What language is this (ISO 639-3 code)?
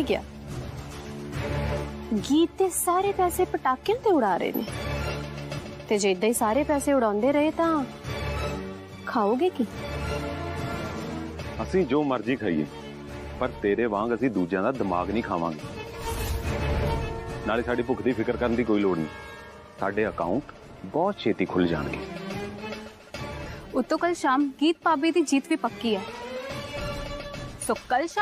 pan